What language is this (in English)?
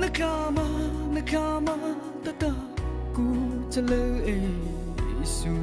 Mara Chin